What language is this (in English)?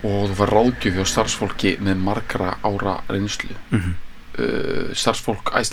Icelandic